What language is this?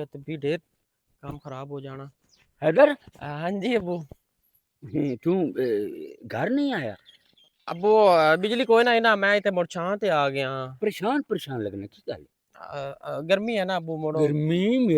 Western Panjabi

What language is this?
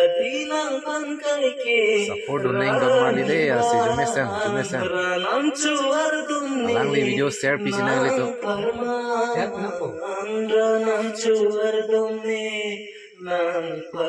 Karbi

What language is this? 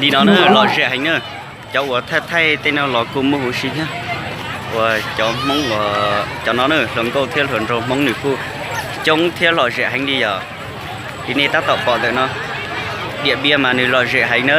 Hmong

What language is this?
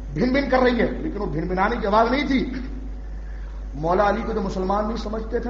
Urdu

